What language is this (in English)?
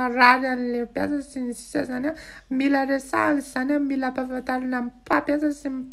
Malagasy